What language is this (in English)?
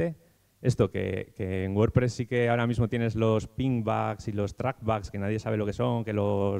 Spanish